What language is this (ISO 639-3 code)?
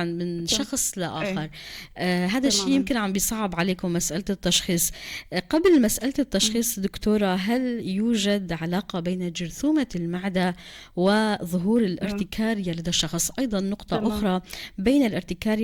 apc